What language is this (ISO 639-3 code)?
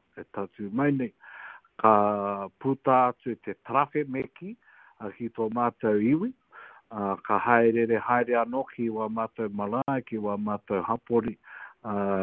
mri